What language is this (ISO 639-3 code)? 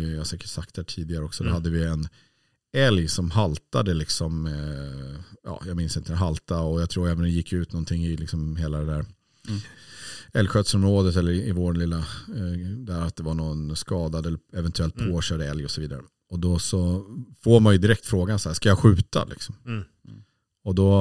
swe